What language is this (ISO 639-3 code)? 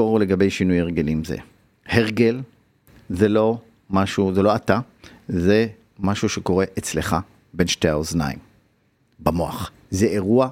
heb